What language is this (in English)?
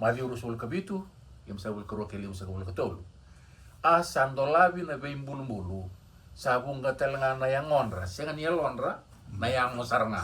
Fijian